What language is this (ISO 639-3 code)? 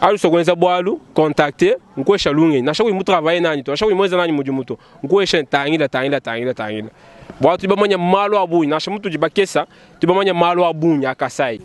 lua